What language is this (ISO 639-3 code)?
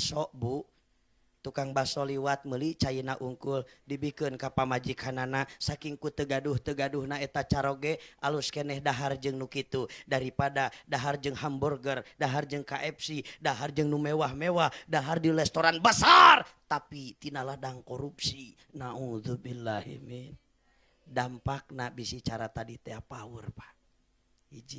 sun